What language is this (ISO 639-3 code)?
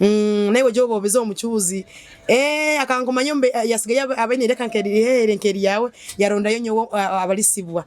nyo